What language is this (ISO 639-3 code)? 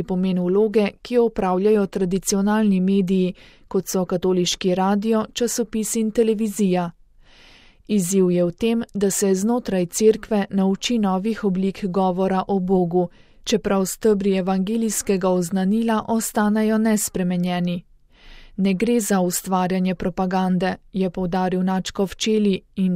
slv